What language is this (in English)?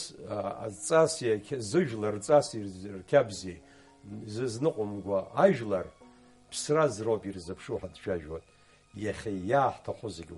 Abkhazian